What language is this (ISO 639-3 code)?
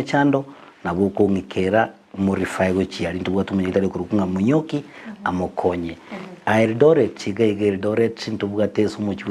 guz